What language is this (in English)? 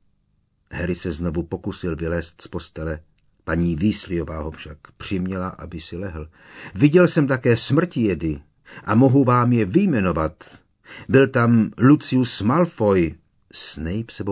Czech